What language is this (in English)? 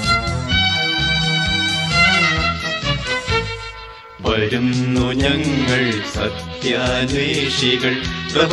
Malayalam